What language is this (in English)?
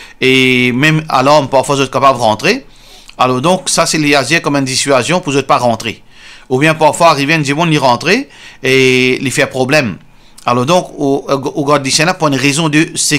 Morisyen